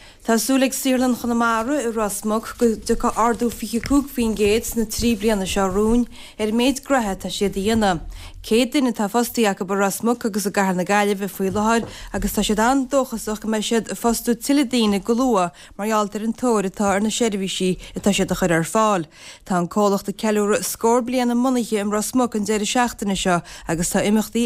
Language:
Irish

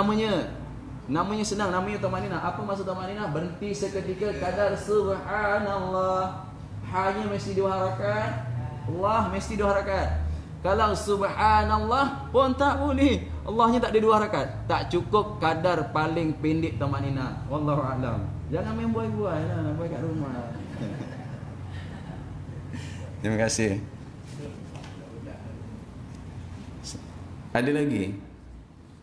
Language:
Malay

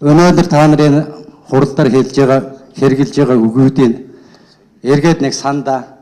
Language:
Mongolian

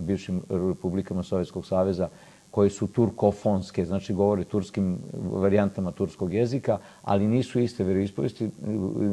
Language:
Serbian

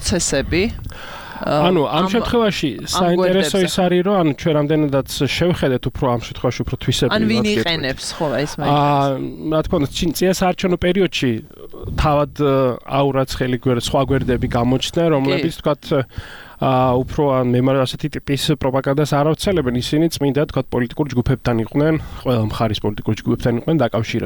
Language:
Georgian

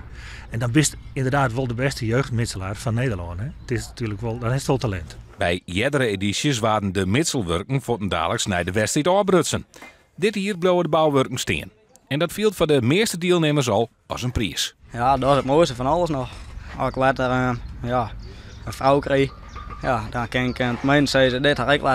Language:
Western Frisian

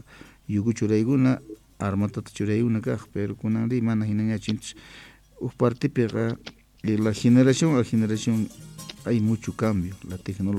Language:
South Bolivian Quechua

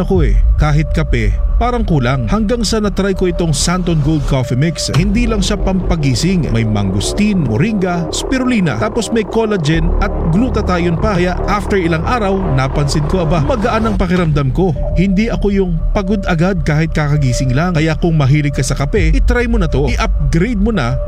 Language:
Filipino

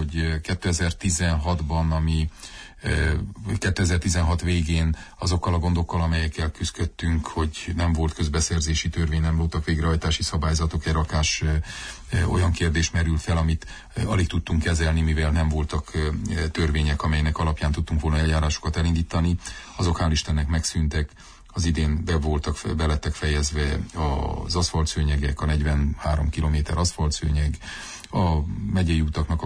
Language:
Hungarian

